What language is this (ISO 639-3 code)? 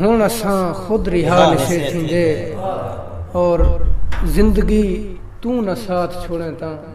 skr